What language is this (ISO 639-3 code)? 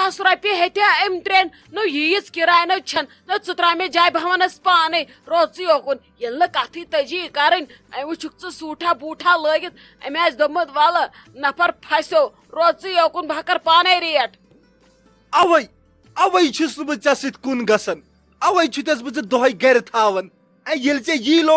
kas